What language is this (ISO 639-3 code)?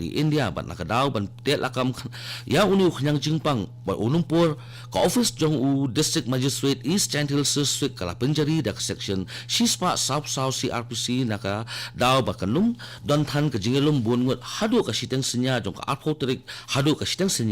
kha